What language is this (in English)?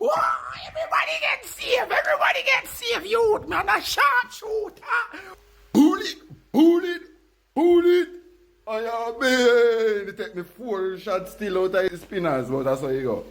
Jamaican Creole English